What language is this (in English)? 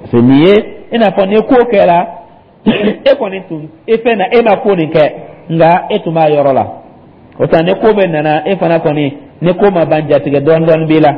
Dyula